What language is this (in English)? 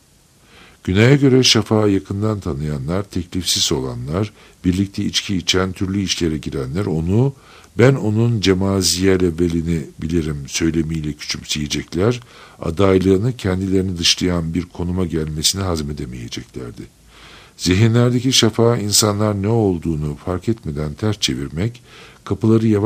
Turkish